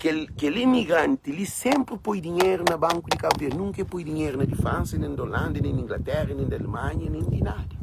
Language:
Kabuverdianu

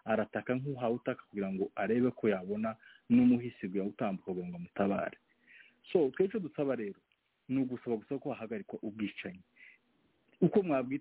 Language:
Kinyarwanda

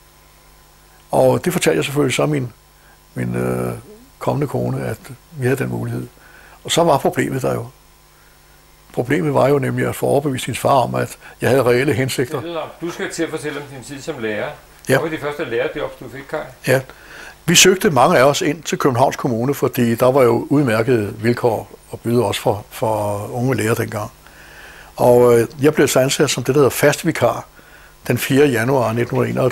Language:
Danish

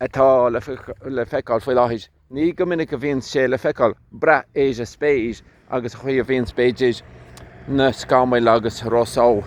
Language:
Irish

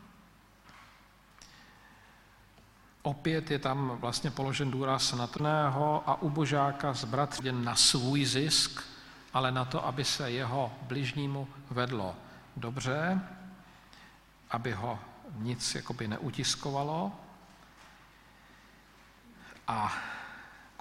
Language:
Czech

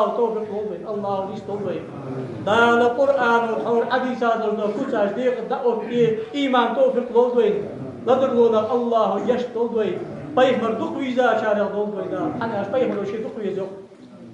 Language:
Ingush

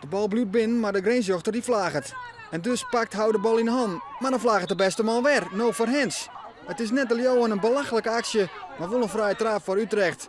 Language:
Western Frisian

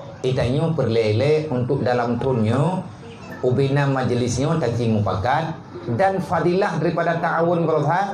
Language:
Achinese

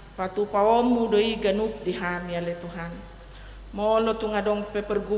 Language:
Batak Toba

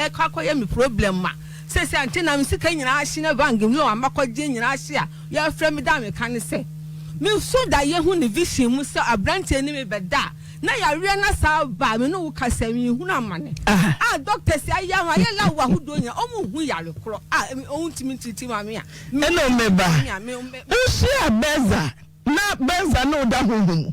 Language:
Akan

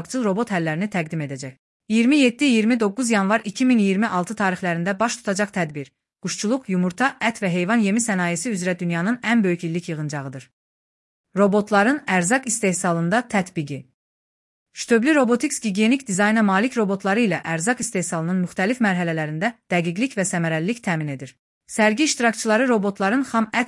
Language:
Azerbaijani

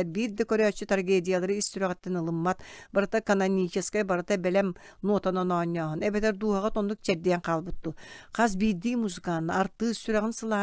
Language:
Yakut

